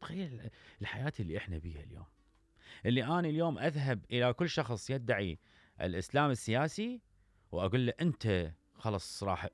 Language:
Mesopotamian Arabic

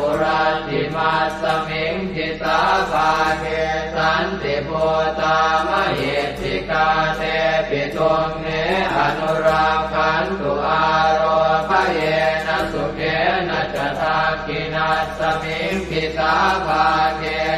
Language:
Pali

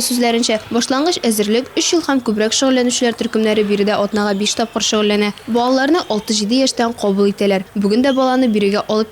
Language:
Tatar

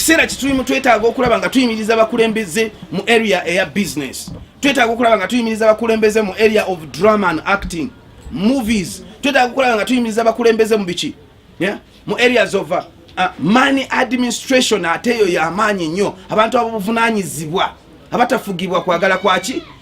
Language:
Ganda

